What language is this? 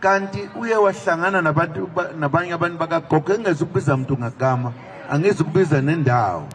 Zulu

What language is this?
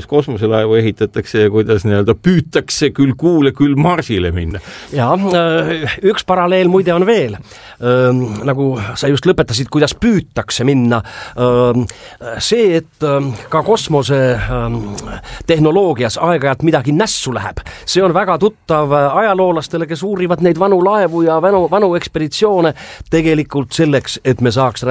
Estonian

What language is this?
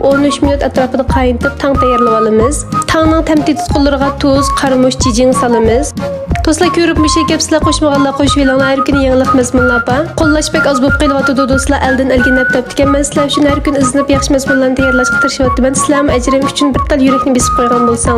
Uyghur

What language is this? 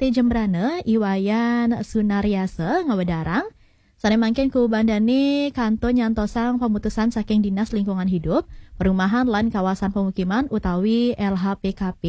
Balinese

